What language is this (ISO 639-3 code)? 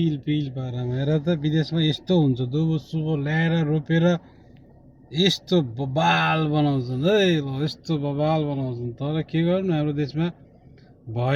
nep